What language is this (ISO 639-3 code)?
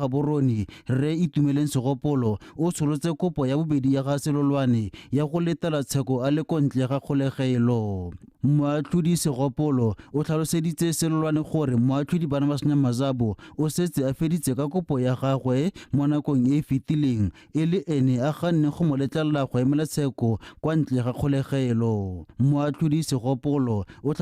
tsn